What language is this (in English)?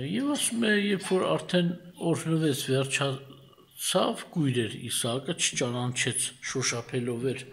Armenian